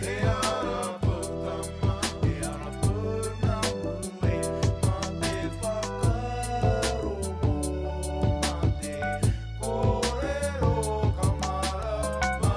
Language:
Māori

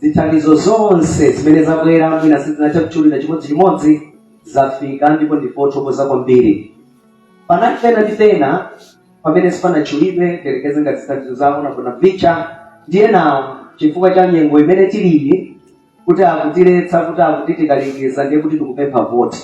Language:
Nyanja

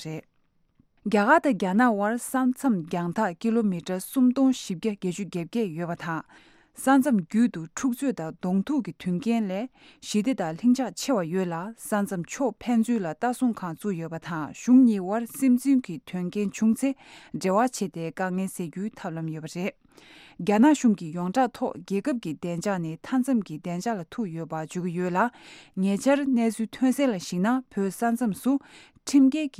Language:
Tibetan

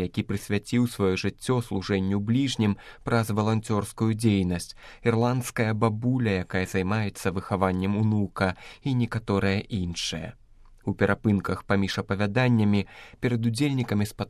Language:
Belarusian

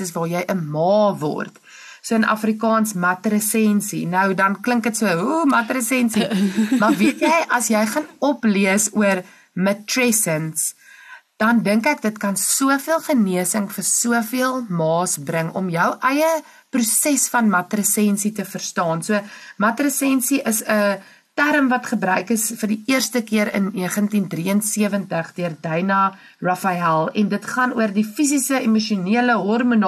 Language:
Afrikaans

